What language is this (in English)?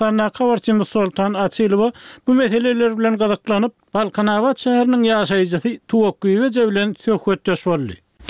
Turkmen